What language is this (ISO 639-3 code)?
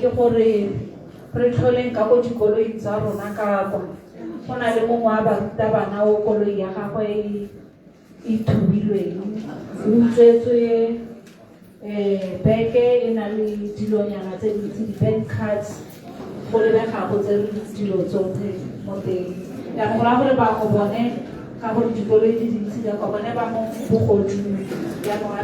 tsn